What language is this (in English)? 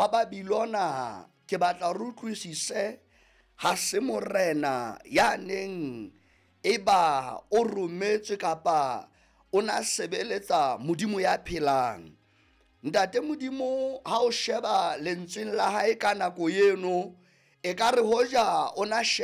Southern Sotho